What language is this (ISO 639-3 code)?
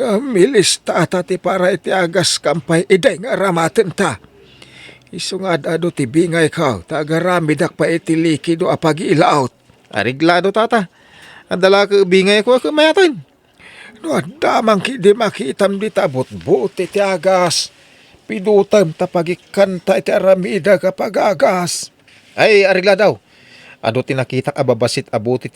ilo